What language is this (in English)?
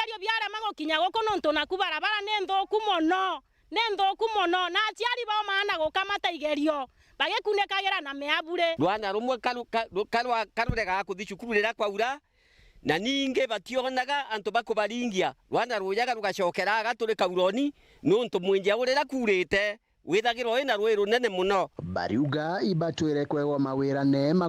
Meru